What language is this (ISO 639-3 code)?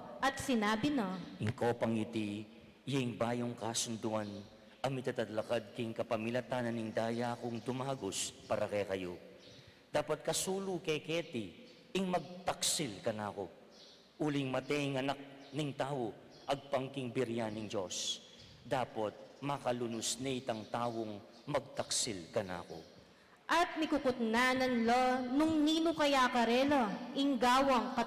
pam